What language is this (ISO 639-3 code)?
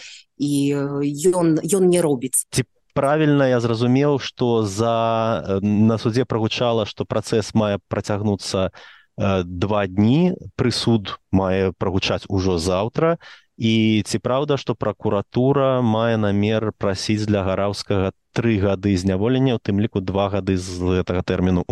bel